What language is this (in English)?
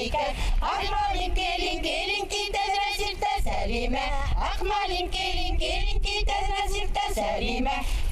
Bashkir